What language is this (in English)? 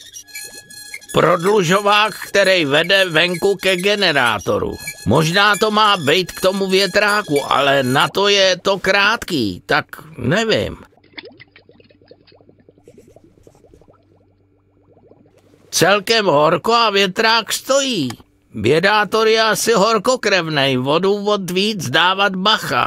Czech